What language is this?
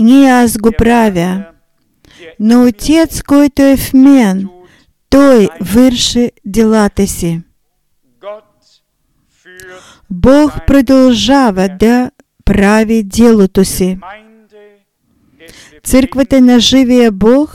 Bulgarian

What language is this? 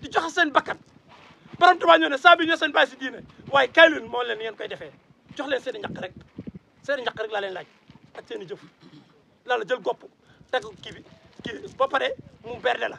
Wolof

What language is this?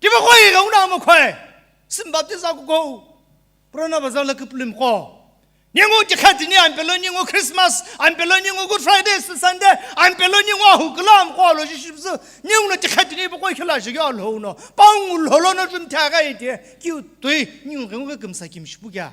Sumi Naga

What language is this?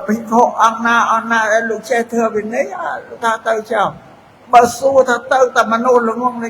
Khmer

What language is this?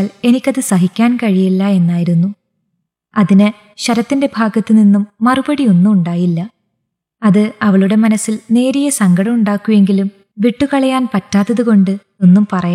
Malayalam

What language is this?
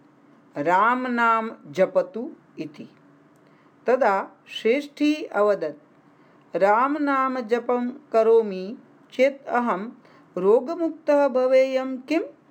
Sanskrit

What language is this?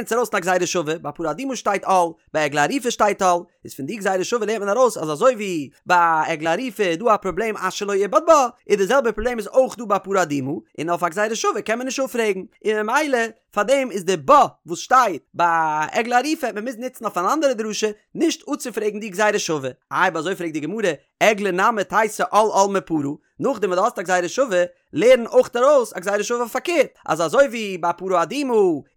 Yiddish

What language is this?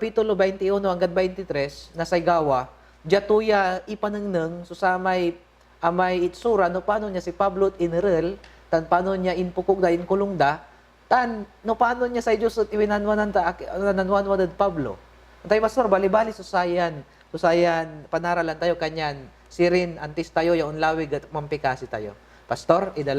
Pangasinan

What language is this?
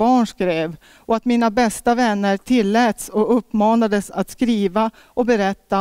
Swedish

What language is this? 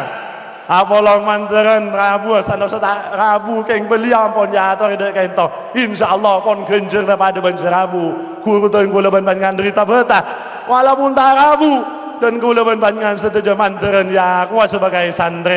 Madurese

